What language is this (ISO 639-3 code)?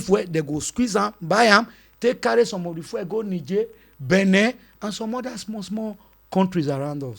pcm